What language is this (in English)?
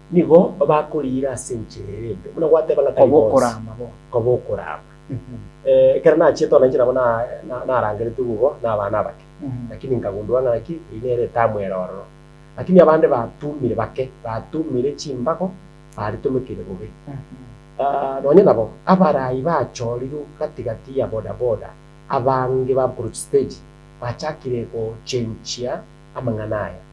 Gusii